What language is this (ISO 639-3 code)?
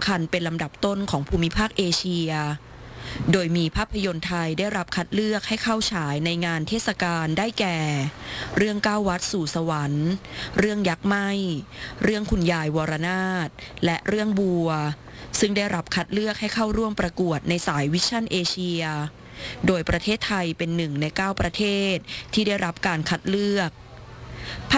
tha